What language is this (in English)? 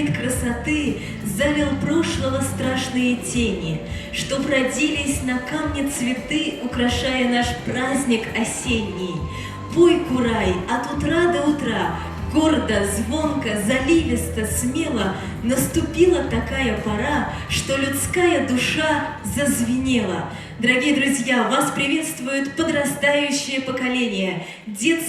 Bashkir